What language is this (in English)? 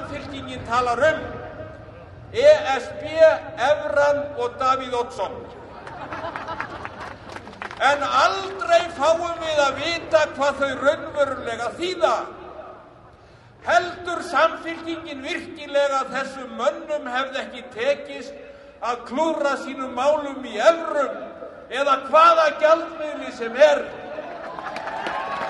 Icelandic